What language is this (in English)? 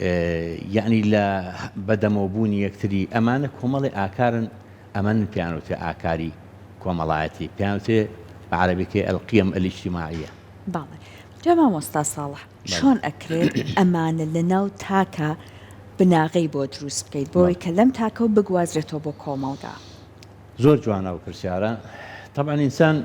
Central Kurdish